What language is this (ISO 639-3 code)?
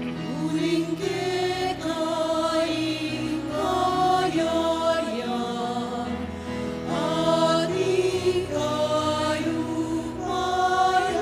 pam